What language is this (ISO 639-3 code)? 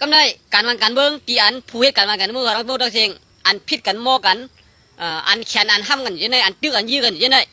shn